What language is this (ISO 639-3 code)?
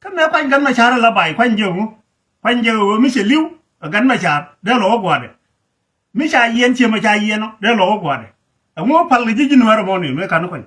nus